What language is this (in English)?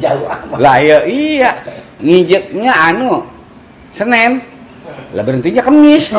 Betawi